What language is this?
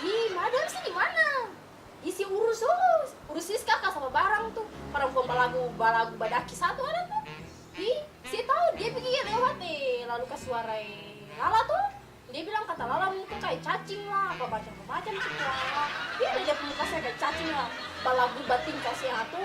Ambonese Malay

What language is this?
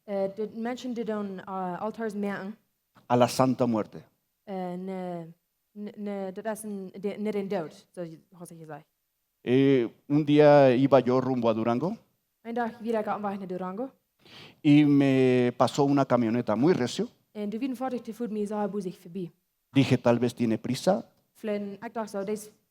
Plautdietsch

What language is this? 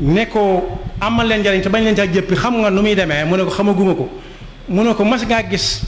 Wolof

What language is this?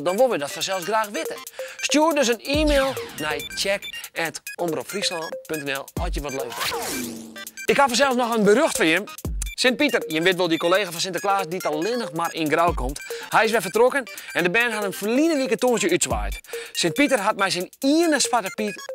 Western Frisian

